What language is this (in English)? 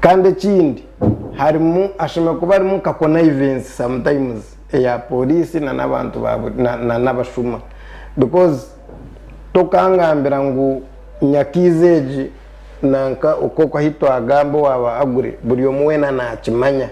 Nyankole